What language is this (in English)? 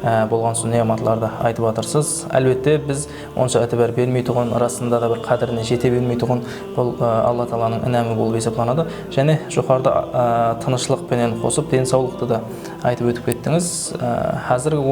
Kara-Kalpak